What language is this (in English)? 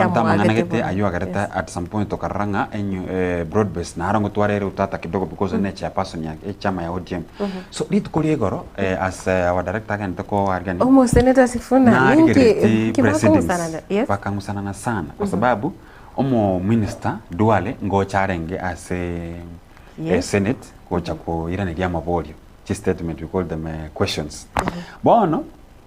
Gusii